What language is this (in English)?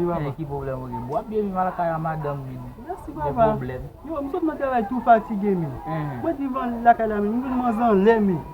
Haitian Creole